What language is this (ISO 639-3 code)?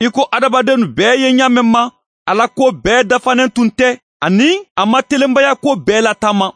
bam